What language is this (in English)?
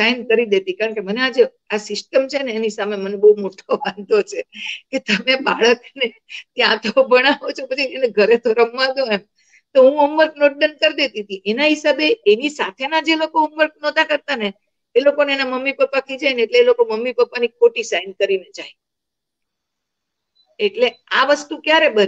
Gujarati